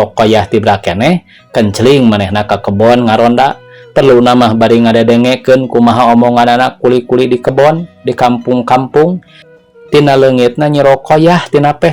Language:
Sundanese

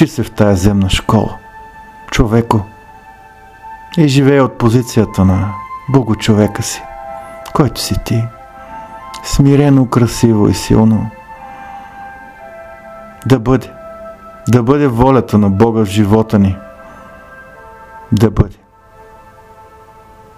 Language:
Bulgarian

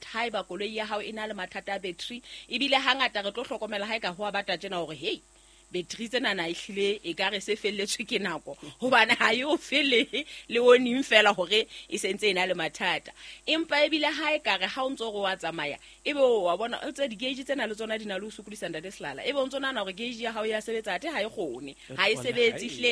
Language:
Southern Sotho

